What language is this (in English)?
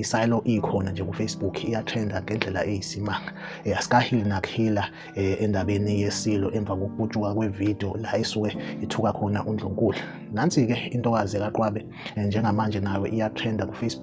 Zulu